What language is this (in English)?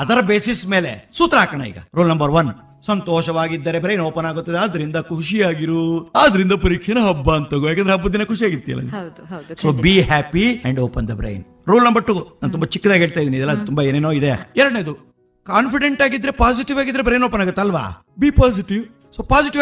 Kannada